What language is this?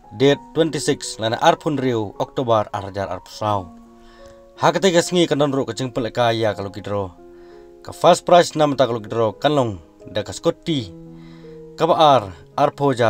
Khasi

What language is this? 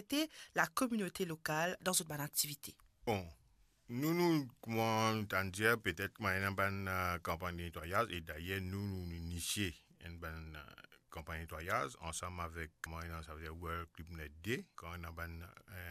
Morisyen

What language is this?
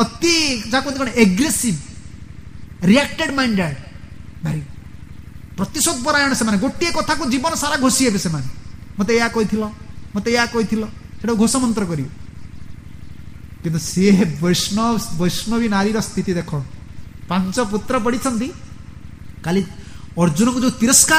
Odia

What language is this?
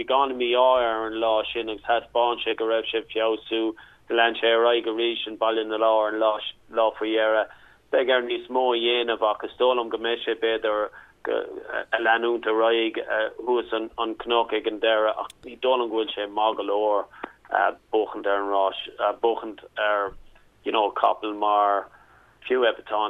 Irish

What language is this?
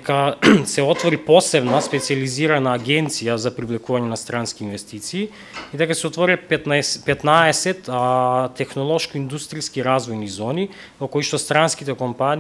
Macedonian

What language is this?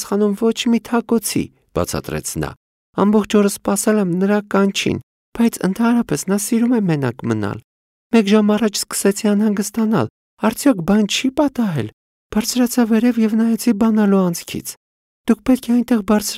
Armenian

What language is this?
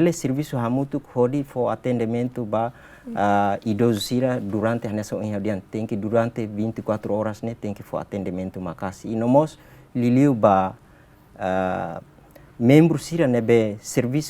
Tetum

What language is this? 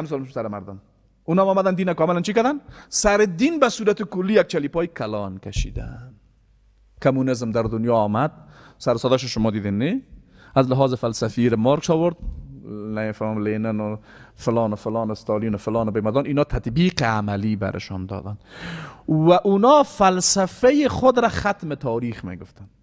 Persian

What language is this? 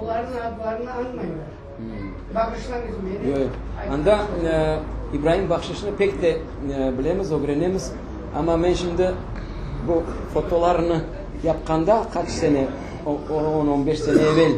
Crimean Tatar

